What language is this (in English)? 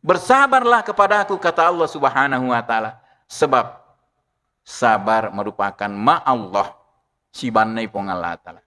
Buginese